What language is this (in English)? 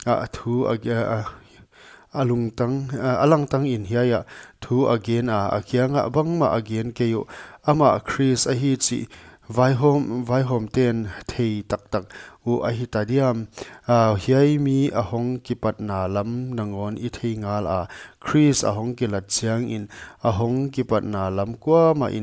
Paite Chin